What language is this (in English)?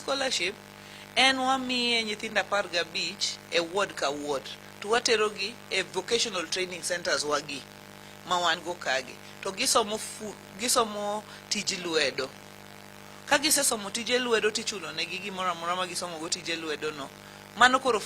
Luo (Kenya and Tanzania)